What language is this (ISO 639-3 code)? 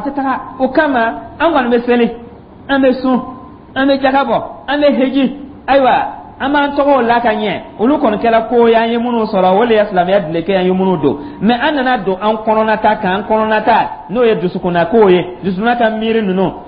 dyu